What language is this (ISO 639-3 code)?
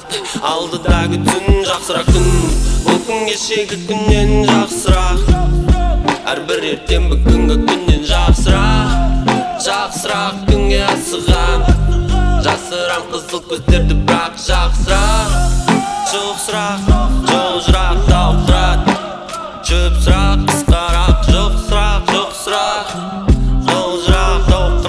kaz